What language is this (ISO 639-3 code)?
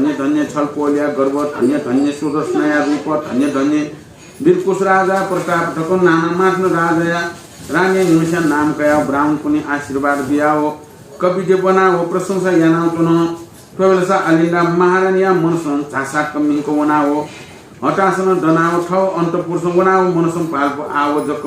new